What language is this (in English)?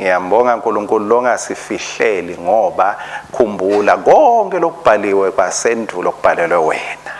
Swati